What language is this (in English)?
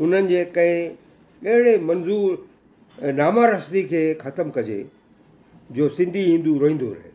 Sindhi